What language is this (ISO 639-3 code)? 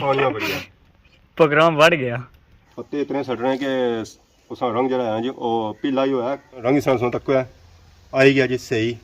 phr